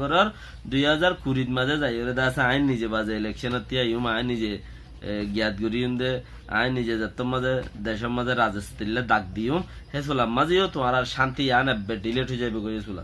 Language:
Rohingya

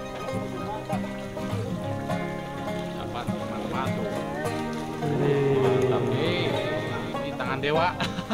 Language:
Indonesian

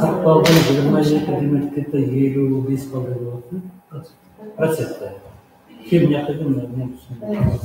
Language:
Kara-Kalpak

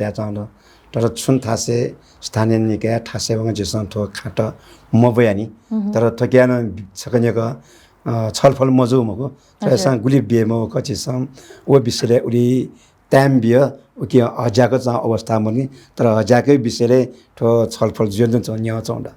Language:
Newari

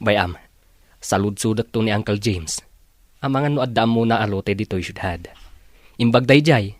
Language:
Iloko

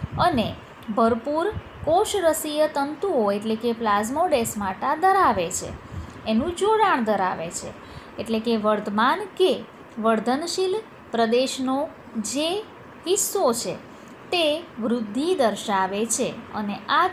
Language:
Gujarati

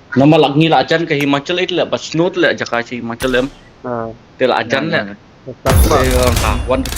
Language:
Khasi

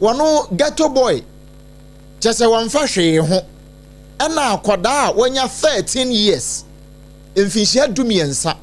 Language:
Akan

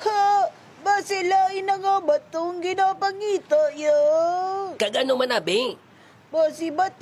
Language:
Hiligaynon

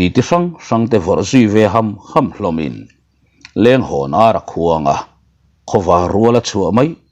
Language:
Mizo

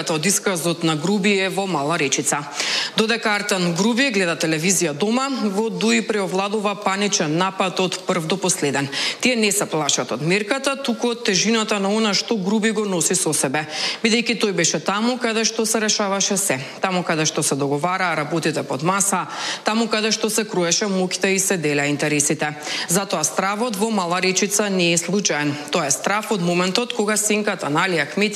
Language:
Macedonian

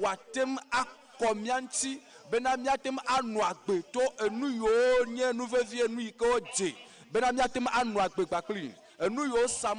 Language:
Ewe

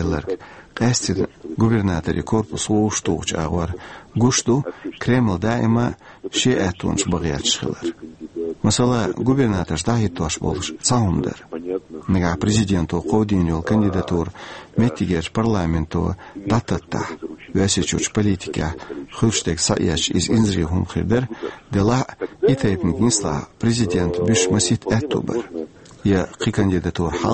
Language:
Chechen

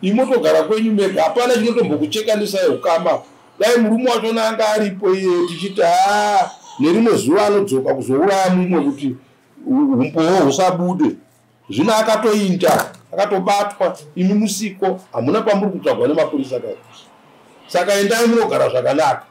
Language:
Shona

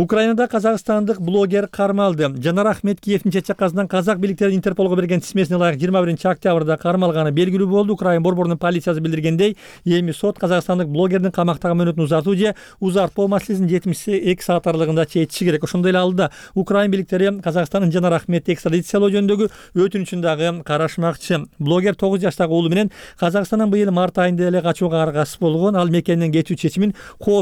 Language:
Kyrgyz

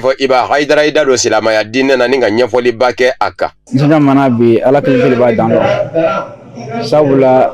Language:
Bambara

